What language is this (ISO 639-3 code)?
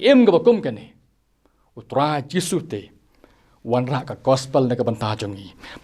kha